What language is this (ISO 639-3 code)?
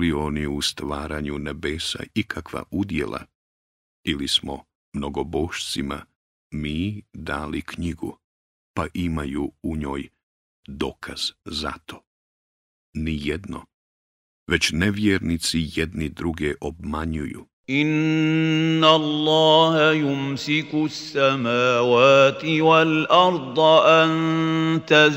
bos